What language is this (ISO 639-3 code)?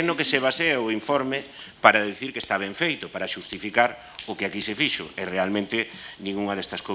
glg